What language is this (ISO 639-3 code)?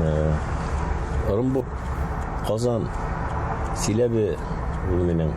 bak